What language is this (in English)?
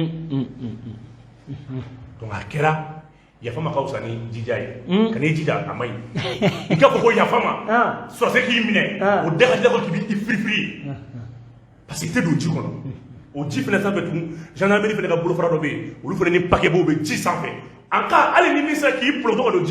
Bambara